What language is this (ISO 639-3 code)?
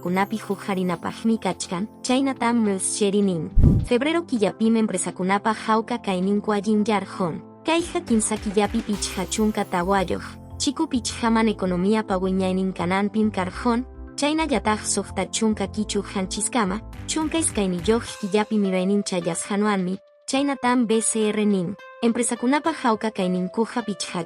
que